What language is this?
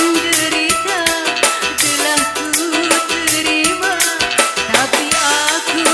Betawi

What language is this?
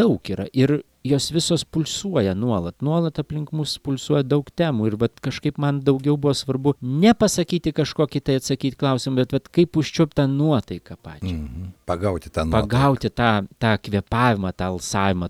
Lithuanian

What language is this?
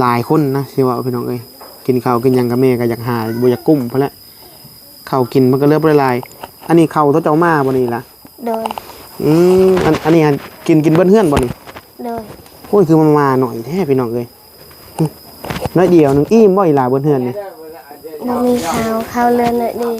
Northeastern Thai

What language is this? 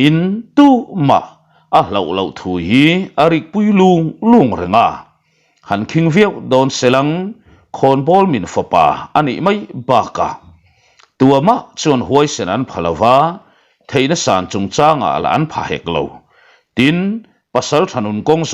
Mizo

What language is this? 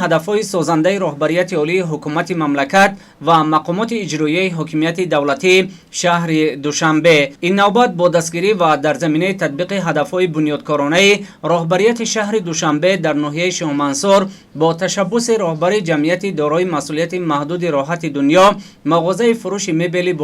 Tajik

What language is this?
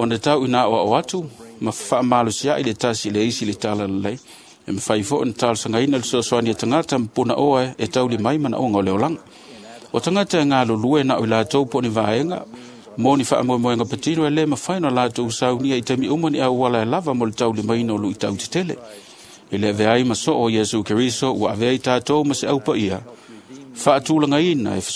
Samoan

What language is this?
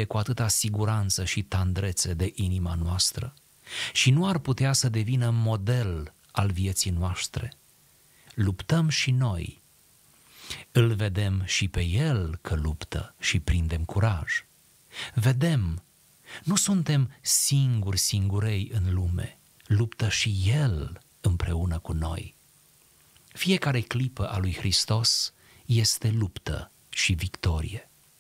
Romanian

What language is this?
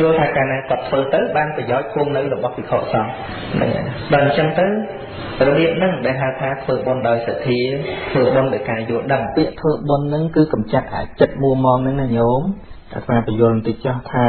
Khmer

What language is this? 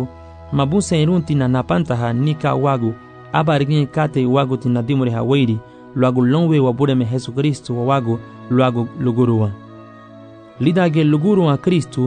Garifuna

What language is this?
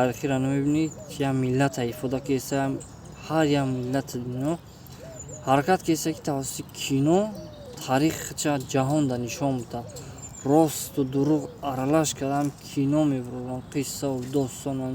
Tajik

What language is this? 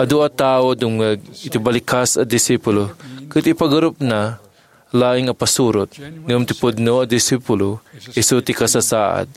Iloko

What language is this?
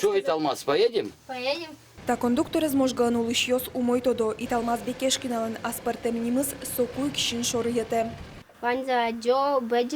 Udmurt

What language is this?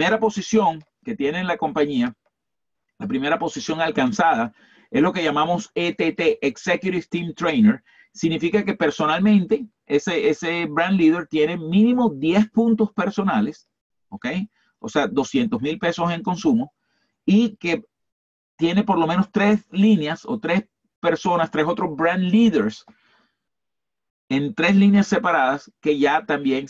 Spanish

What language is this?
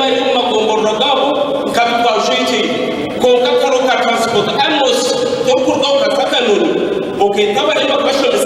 Nyankole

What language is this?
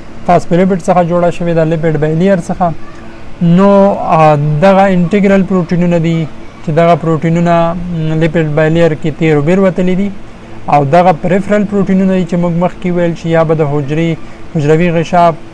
Pashto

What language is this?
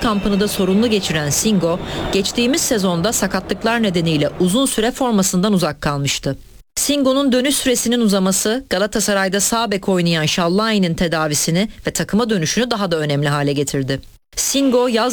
Turkish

